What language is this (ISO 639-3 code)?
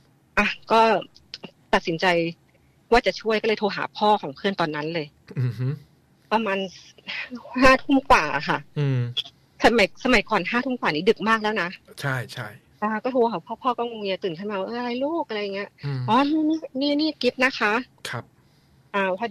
tha